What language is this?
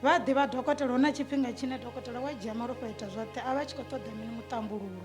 Venda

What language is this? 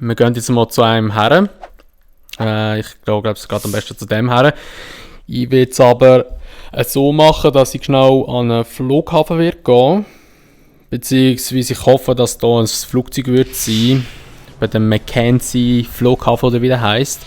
Swiss German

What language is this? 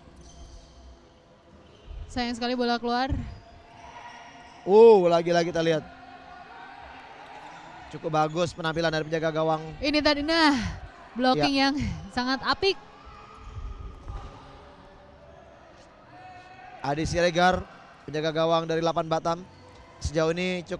Indonesian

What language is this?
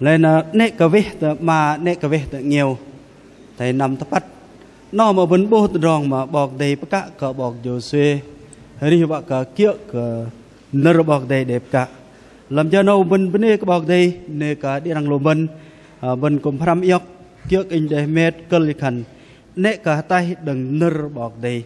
Bahnar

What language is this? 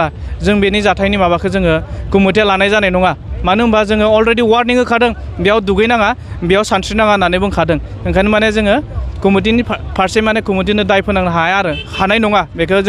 Bodo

